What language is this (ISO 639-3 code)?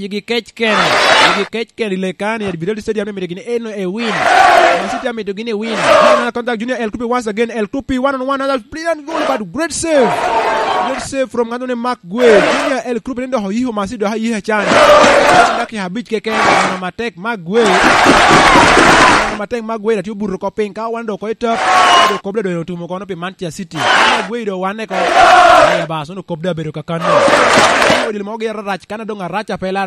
laj